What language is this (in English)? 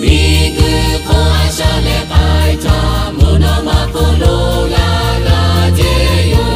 Lahu